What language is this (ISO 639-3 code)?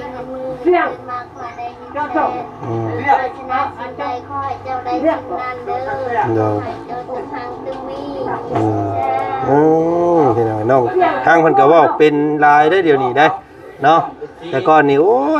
lao